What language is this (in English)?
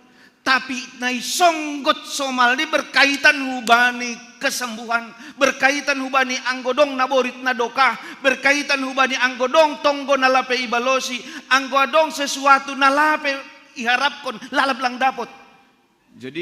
Batak Simalungun